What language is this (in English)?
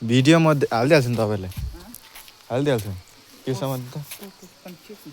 Nepali